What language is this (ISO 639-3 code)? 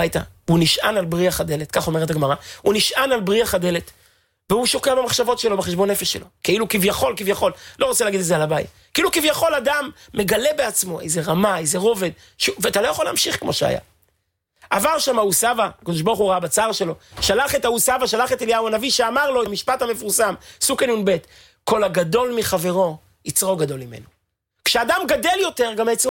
heb